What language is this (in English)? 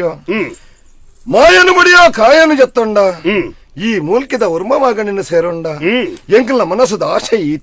Tulu